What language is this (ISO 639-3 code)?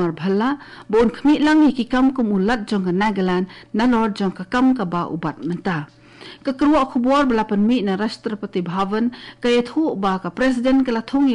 kha